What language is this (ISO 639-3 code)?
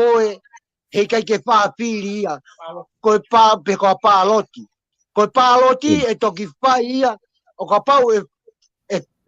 ton